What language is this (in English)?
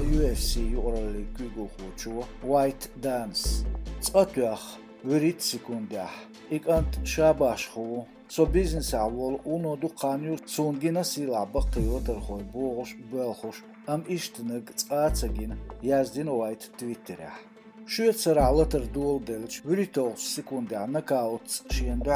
Chechen